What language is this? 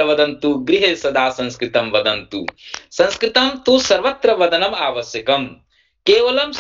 Sanskrit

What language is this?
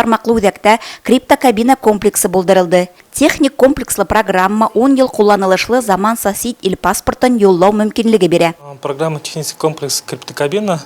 Bashkir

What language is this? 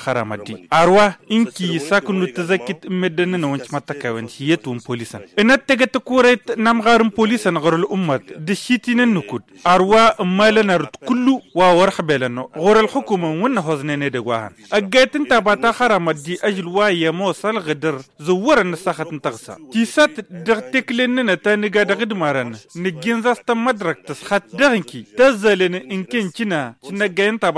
Tamasheq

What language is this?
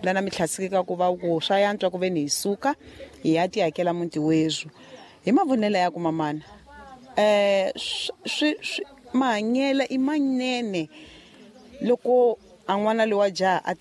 Tsonga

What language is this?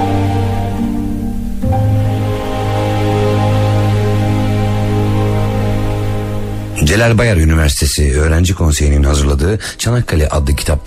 Turkish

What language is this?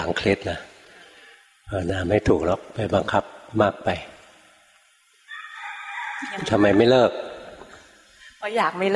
Thai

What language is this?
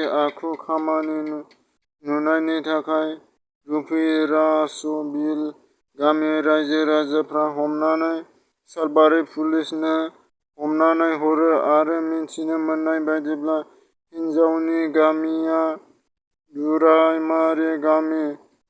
Bodo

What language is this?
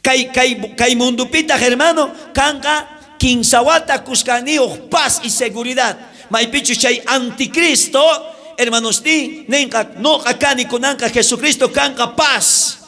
South Bolivian Quechua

